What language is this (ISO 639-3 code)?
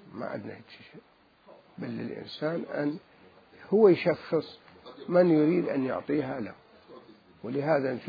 acm